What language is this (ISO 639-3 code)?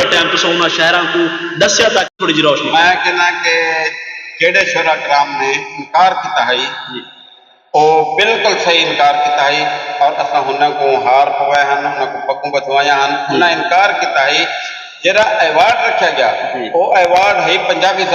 skr